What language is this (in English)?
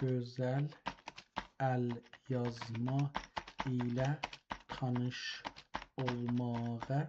South Azerbaijani